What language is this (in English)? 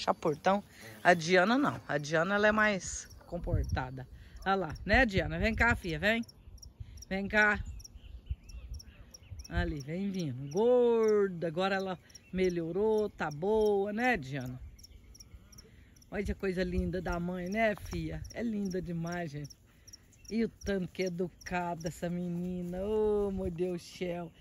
Portuguese